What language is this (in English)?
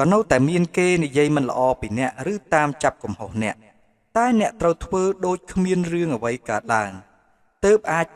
Khmer